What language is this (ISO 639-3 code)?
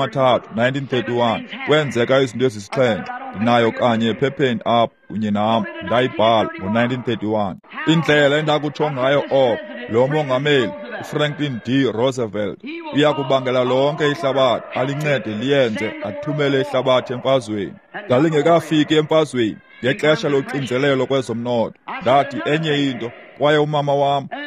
xho